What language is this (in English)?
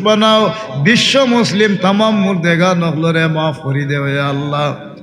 Sylheti